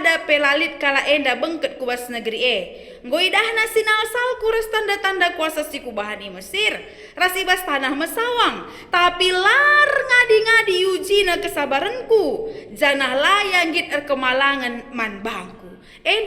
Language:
Batak Karo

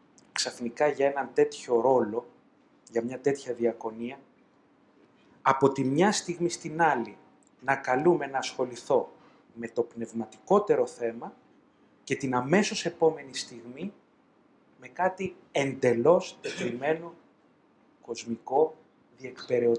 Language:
Greek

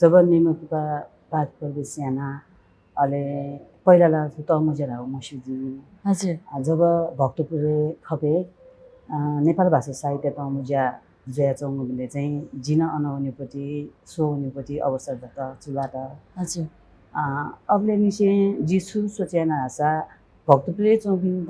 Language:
Newari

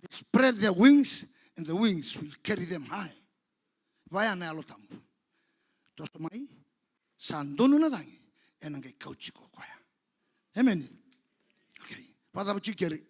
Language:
Fijian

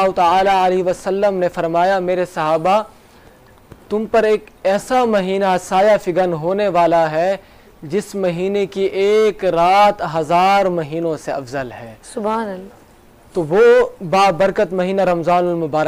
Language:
Urdu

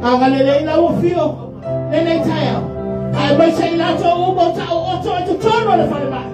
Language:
Samoan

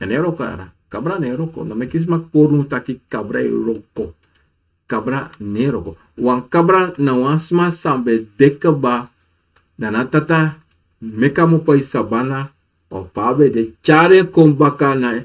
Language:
Sranan Tongo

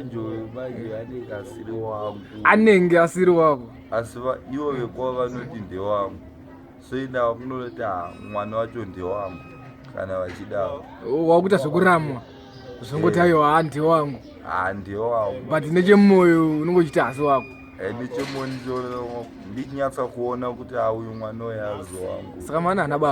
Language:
Shona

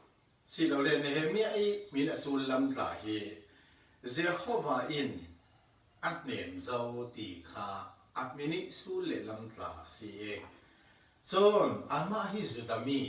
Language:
Falam Chin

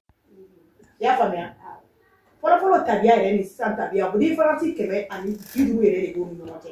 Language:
Bambara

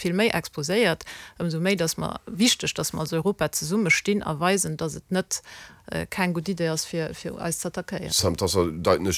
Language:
Luxembourgish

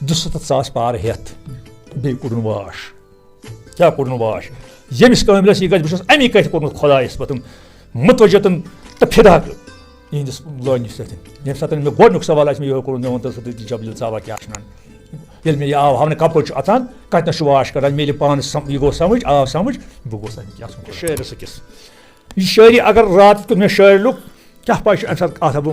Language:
Kashmiri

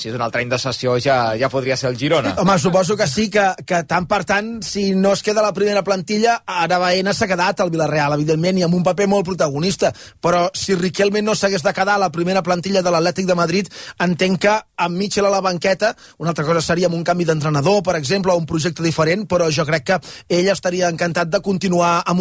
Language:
Catalan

